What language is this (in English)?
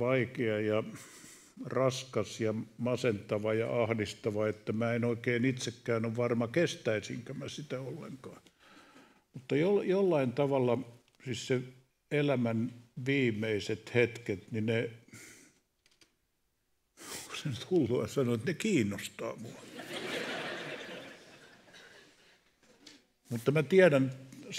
Finnish